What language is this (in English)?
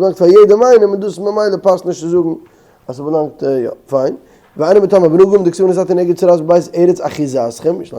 Yiddish